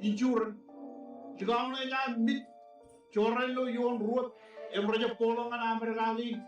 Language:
Marshallese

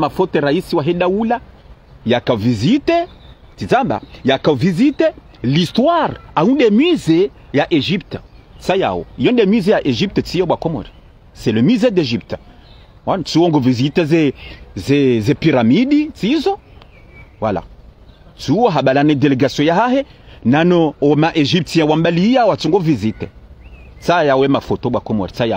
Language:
Ngazidja Comorian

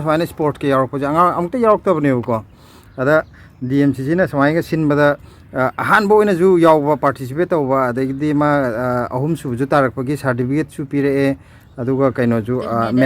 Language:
Manipuri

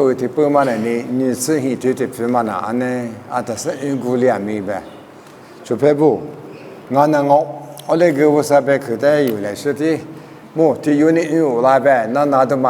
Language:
Lisu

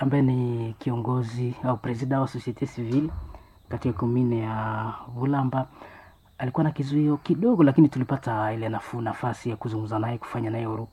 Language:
Swahili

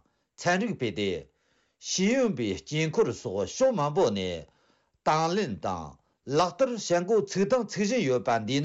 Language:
Tibetan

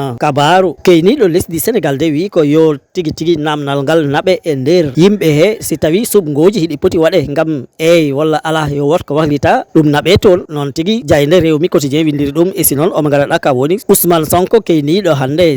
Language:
Fula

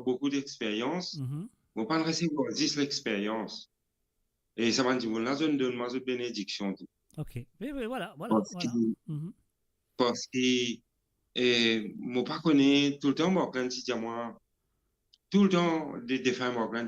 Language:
Morisyen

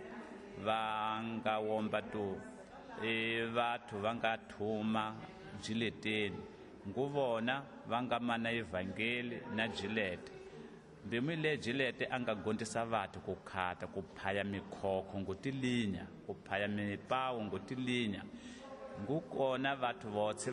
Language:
Tsonga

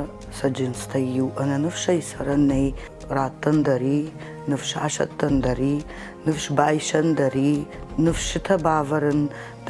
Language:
Ossetic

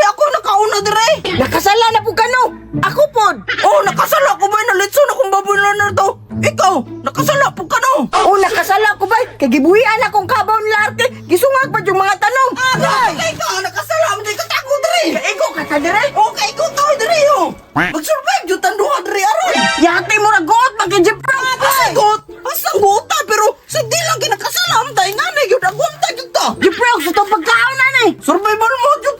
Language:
Cebuano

